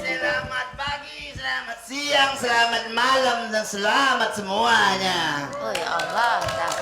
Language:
Musi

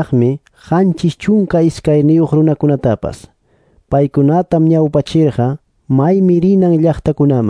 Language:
Quechua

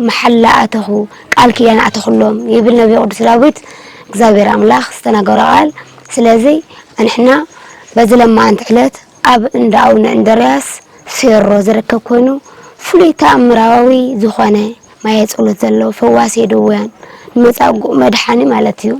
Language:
Tigrinya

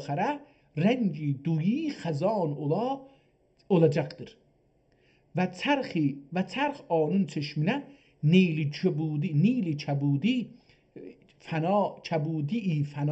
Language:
South Azerbaijani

